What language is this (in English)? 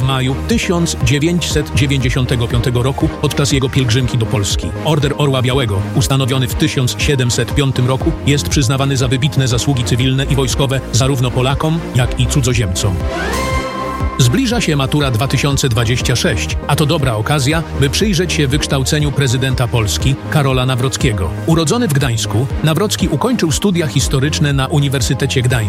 Polish